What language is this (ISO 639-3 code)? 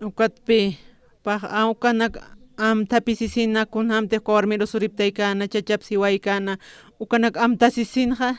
aym